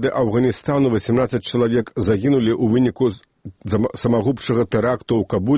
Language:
Belarusian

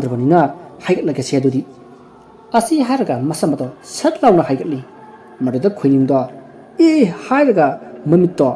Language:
Manipuri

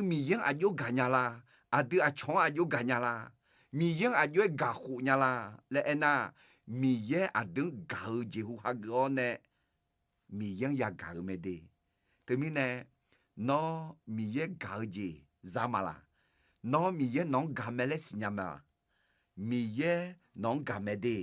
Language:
Akha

